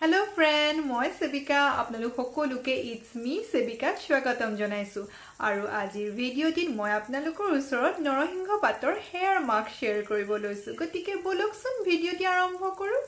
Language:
Assamese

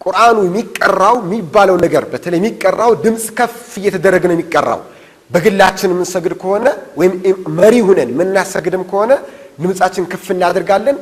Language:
Amharic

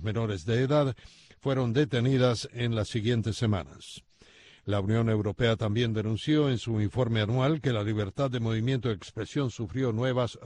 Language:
Spanish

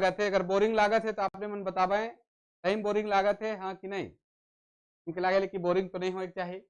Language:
Sadri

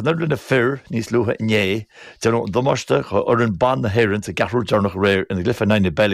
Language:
Irish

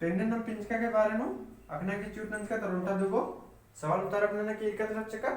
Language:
Kurukh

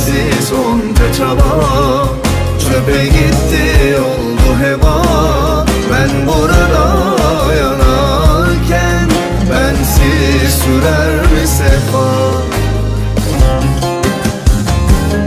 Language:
Turkish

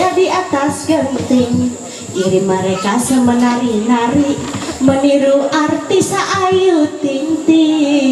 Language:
Ma'anyan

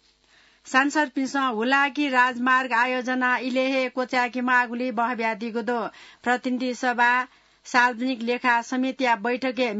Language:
Newari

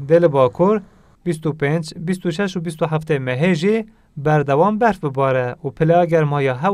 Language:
Kurdish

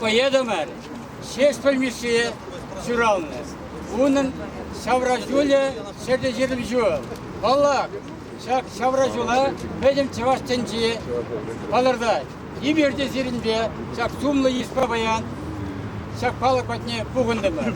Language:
Chuvash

